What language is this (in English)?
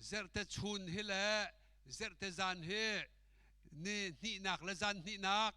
Hakha Chin